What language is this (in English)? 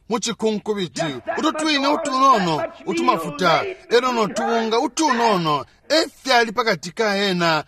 Bemba